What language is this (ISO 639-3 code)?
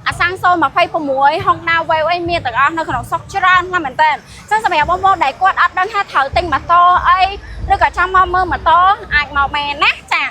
khm